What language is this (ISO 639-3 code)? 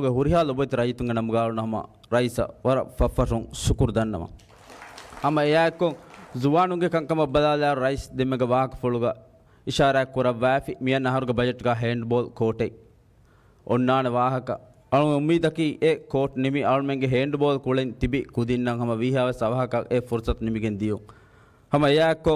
div